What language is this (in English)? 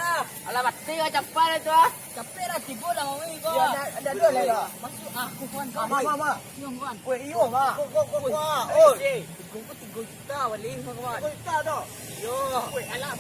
Minangkabau